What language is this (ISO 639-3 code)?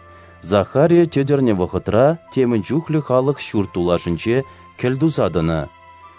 chv